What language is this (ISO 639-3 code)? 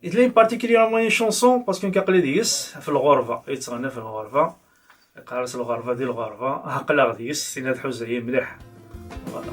kab